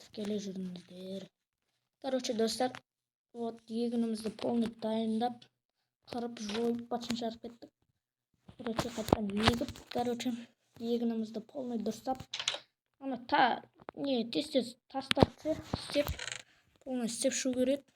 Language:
Kazakh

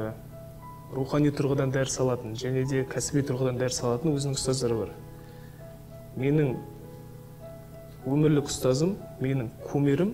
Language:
Kazakh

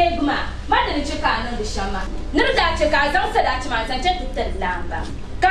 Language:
Dagbani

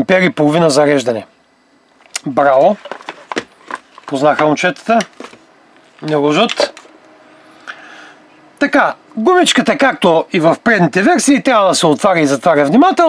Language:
Bulgarian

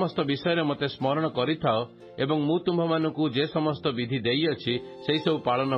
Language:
Odia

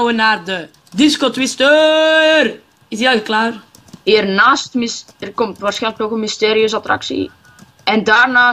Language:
Dutch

